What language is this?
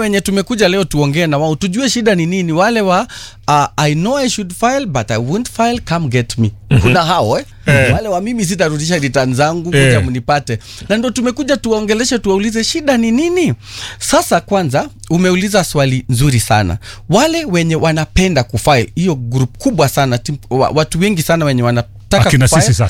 Swahili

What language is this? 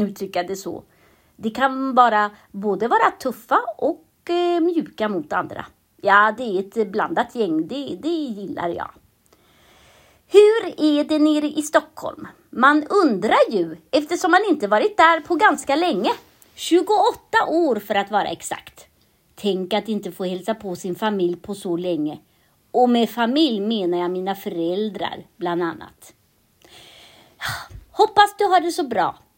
Swedish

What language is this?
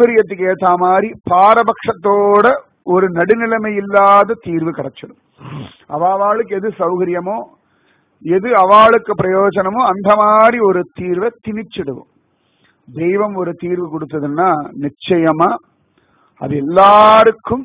Tamil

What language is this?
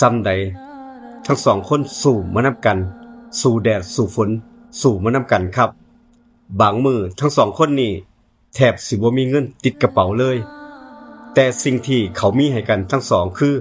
Northeastern Thai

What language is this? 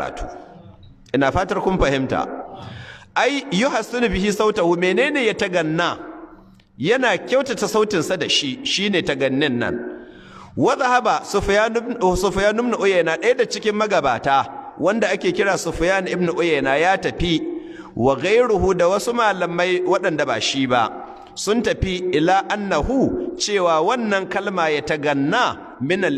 Hausa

